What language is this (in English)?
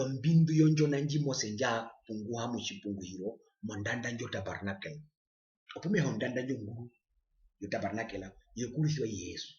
Herero